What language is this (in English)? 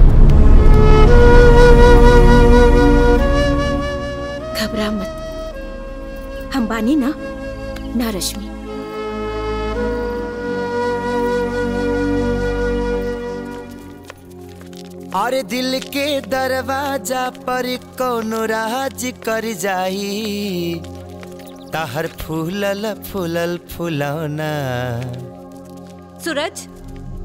Bhojpuri